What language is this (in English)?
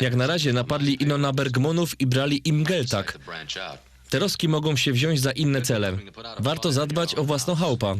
Silesian